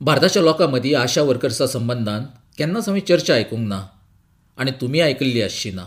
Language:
Konkani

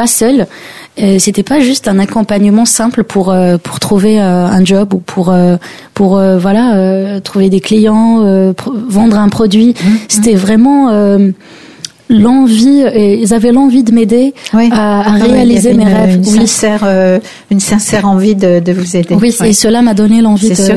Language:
French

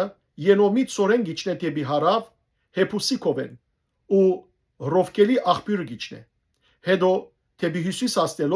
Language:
Western Armenian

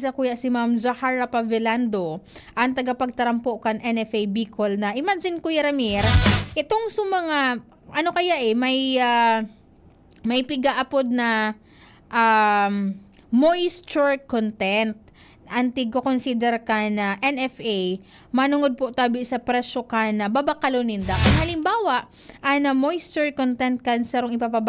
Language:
Bikol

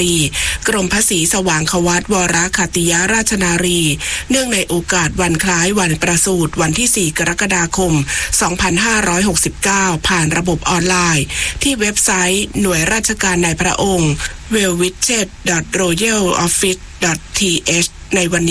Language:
Thai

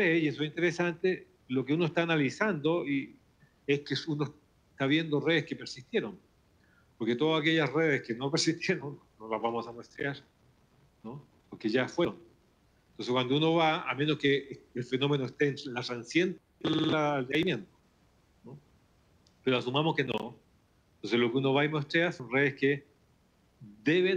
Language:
Spanish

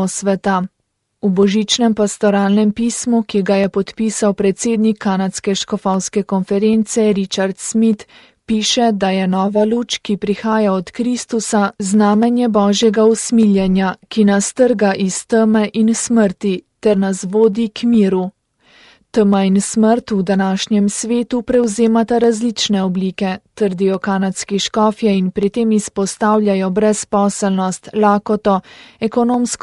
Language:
Slovenian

